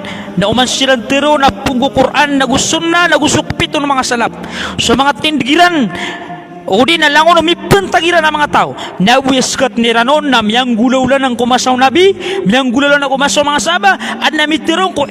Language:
Maranao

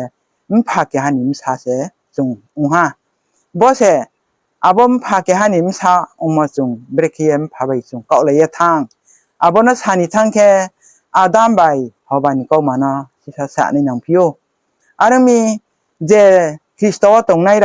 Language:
Riang (India)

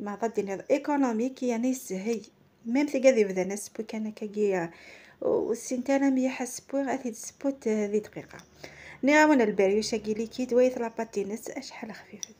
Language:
Algerian Arabic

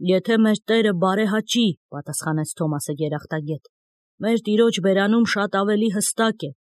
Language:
Armenian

